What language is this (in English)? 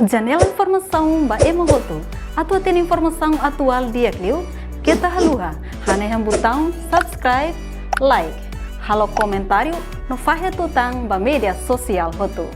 Tetum